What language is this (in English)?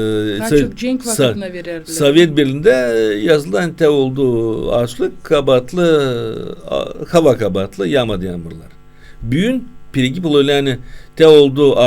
Gagauz